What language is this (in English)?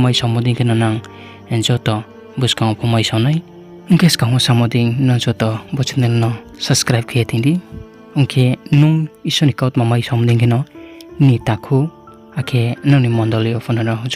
Riang (India)